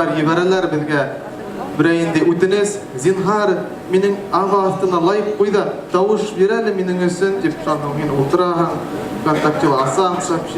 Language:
Bashkir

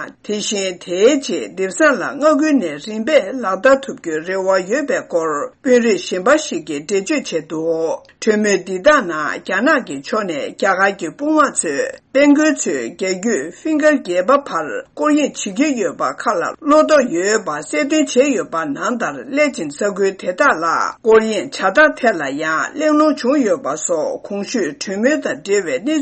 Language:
Tibetan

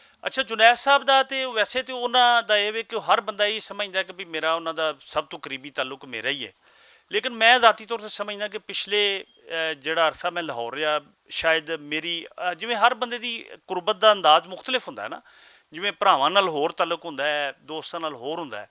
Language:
Western Panjabi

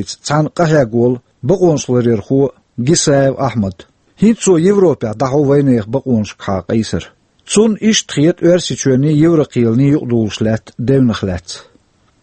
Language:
Chechen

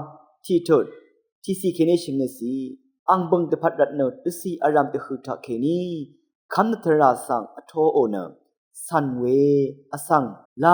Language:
Rawang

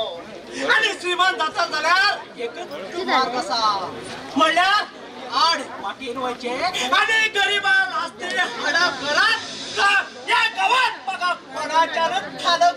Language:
Konkani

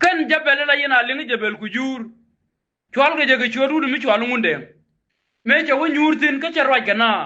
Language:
Nuer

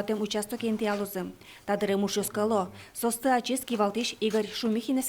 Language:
Udmurt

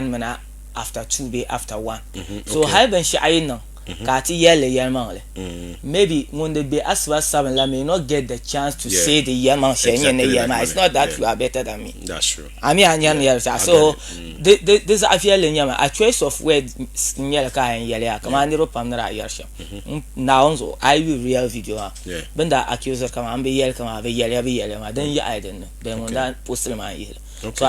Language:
Dagbani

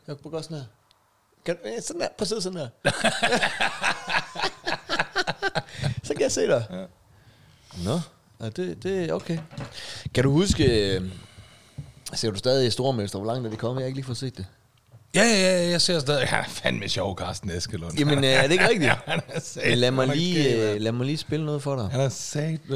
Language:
Danish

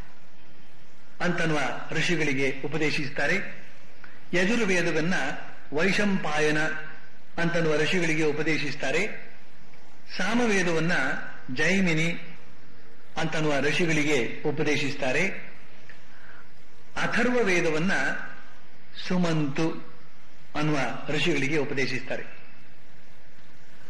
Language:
Kannada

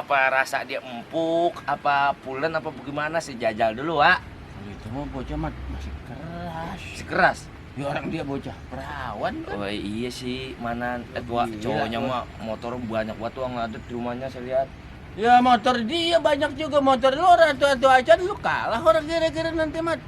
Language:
Betawi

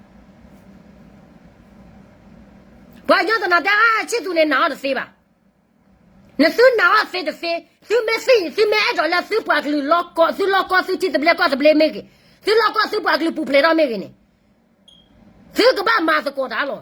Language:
S'gaw Karen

